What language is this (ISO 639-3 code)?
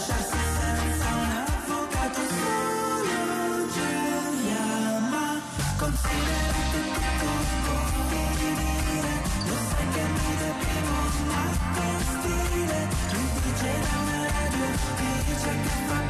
ita